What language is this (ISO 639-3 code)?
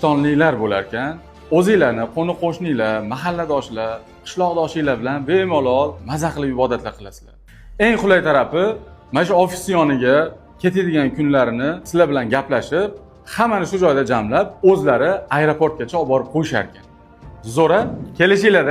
uzb